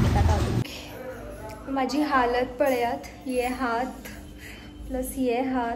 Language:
Konkani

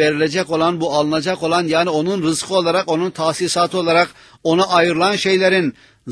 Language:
Turkish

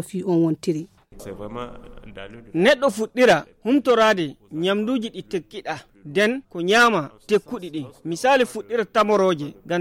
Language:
Nigerian Fulfulde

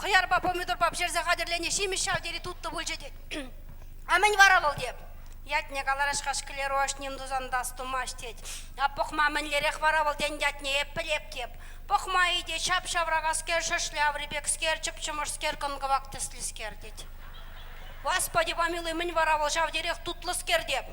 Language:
Chuvash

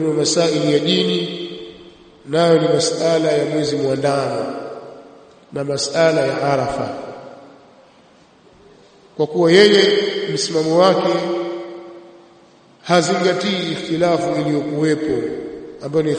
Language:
Swahili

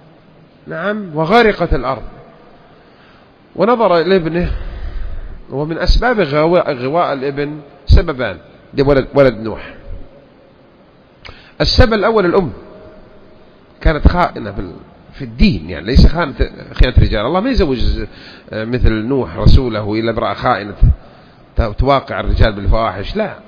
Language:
Arabic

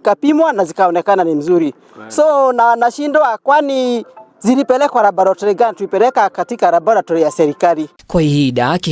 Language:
Kikuyu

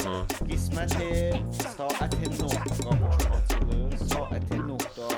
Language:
South Azerbaijani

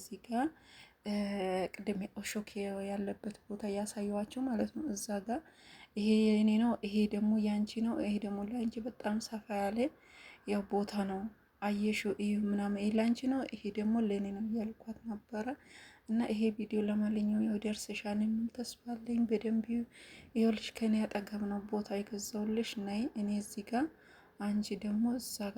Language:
Amharic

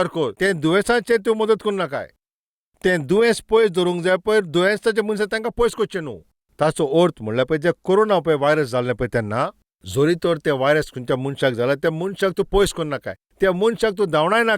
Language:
Konkani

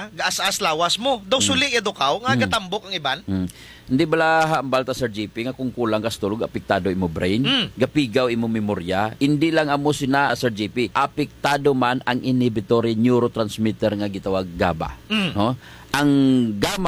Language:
Hiligaynon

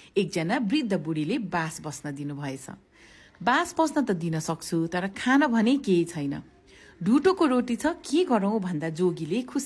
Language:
Nepali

